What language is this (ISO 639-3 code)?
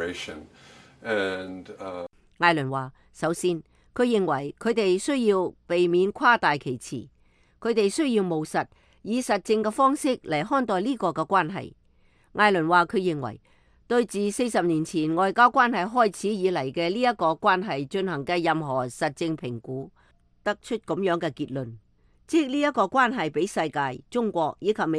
yue